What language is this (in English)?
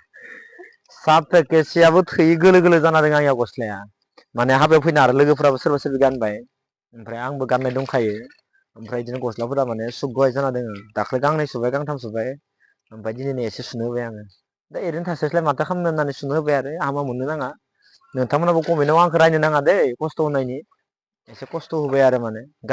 Bodo